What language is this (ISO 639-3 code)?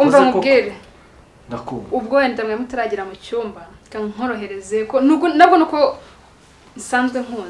kin